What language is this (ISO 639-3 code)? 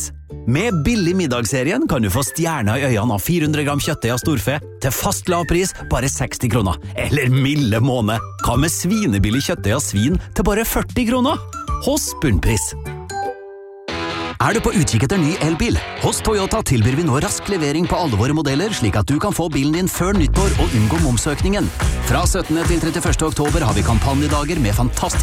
nor